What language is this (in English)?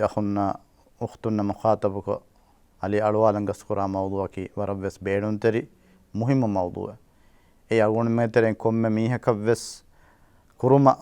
Divehi